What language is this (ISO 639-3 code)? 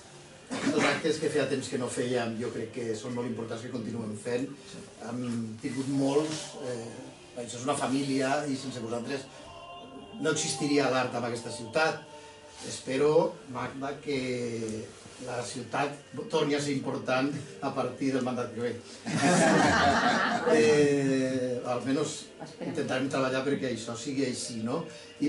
cat